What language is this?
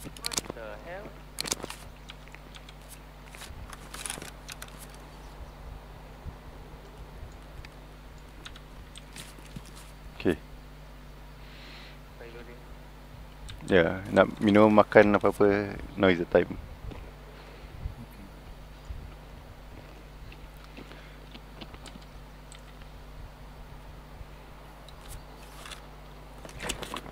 Malay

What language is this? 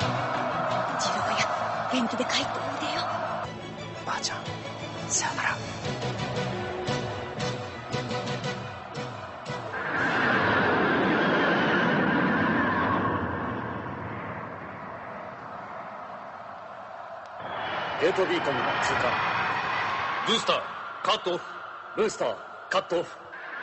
Japanese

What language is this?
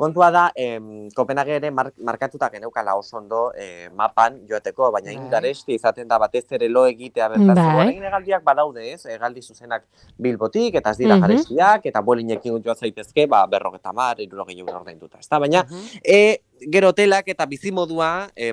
Basque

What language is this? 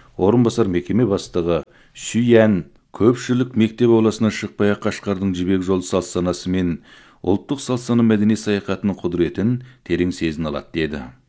Kazakh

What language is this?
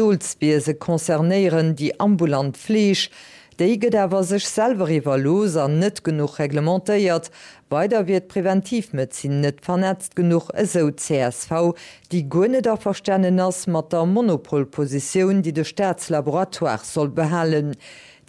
Luxembourgish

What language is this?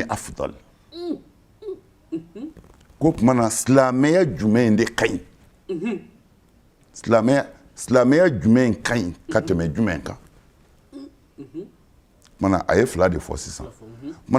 Bambara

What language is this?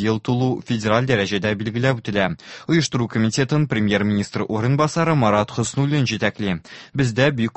Tatar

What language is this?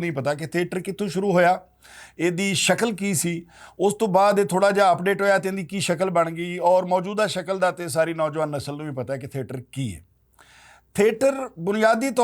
Western Panjabi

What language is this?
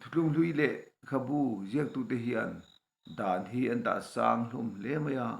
Mizo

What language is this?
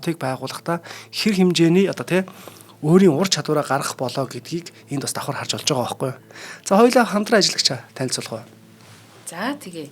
Mongolian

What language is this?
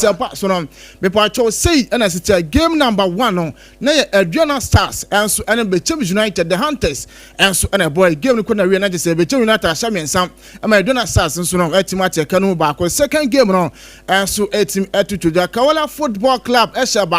Akan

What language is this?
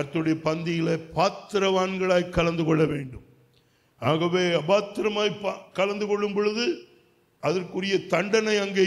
Tamil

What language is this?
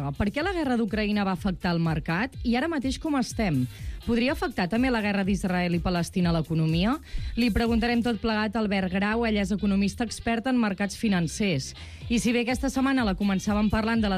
Catalan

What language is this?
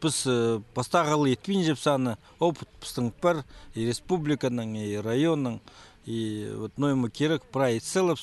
Khakas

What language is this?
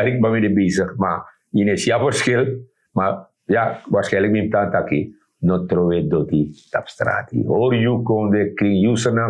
Sranan Tongo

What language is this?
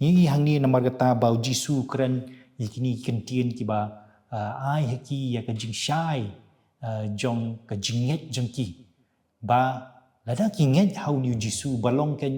Khasi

